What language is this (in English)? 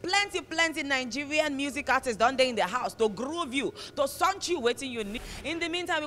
Nigerian Pidgin